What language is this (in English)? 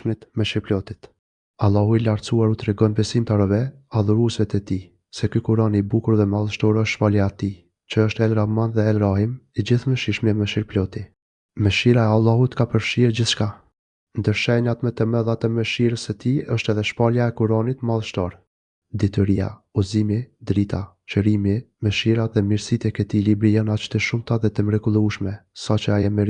Albanian